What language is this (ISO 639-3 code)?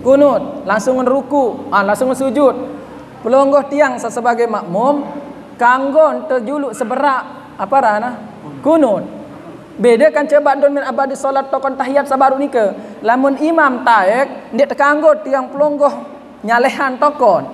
sas